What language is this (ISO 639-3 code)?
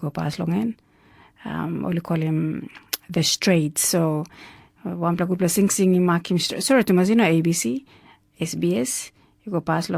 tpi